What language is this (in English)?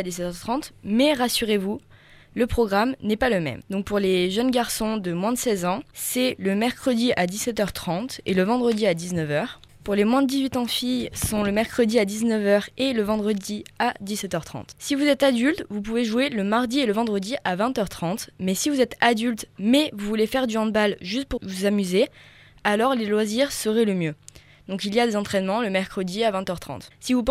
French